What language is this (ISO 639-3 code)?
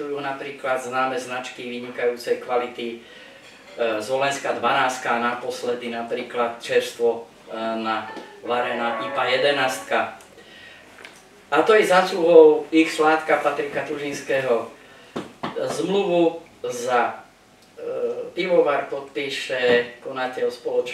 slk